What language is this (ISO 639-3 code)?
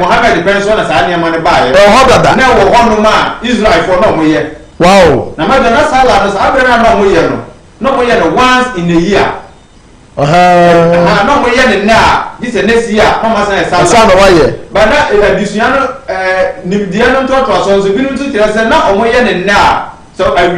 aka